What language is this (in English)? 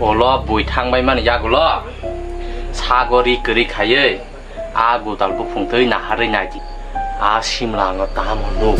Kok Borok